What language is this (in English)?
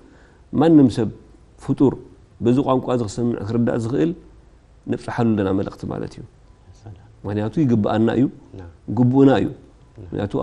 Tigrinya